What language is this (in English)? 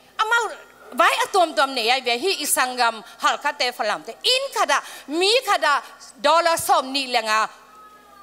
Tedim Chin